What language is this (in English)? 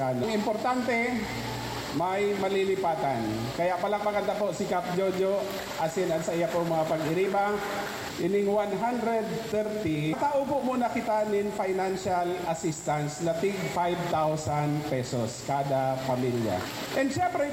Bikol